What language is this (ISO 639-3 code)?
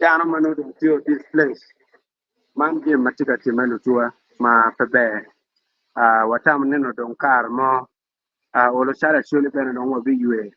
ach